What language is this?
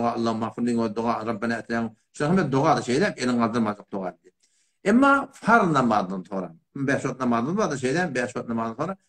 Turkmen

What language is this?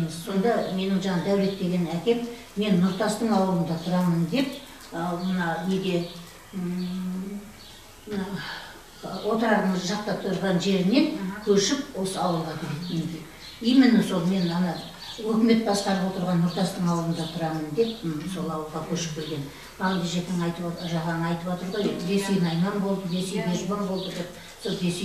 Kazakh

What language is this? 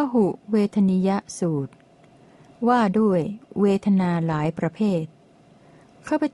Thai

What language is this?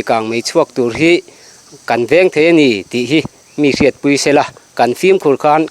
Mizo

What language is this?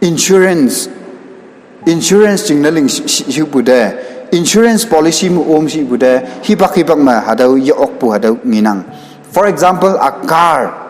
Konyak Naga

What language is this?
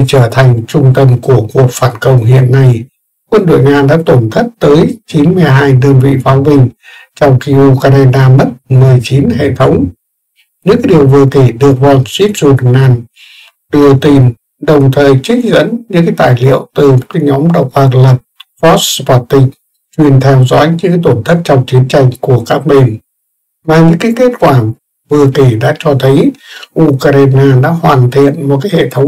Vietnamese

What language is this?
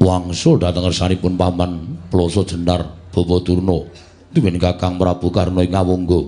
Javanese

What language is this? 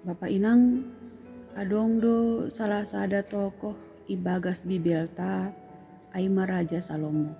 Batak Simalungun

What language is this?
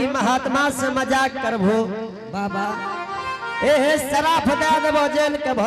Angika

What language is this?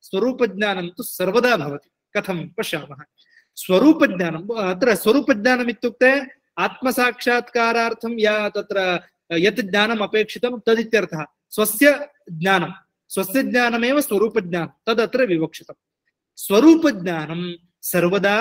Sanskrit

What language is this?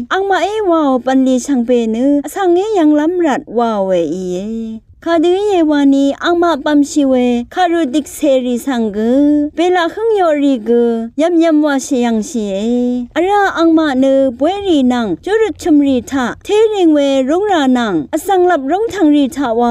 Rawang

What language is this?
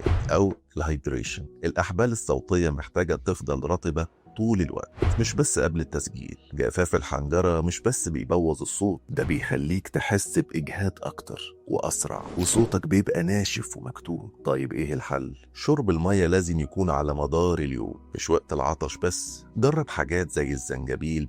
Egyptian Arabic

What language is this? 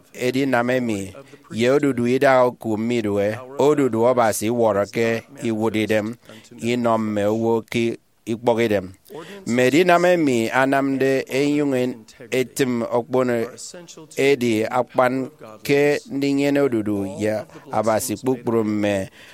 Efik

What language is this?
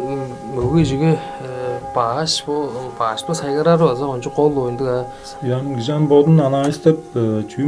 Tuvinian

